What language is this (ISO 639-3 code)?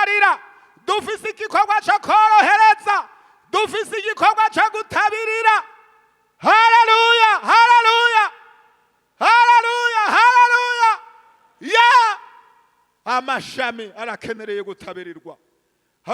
run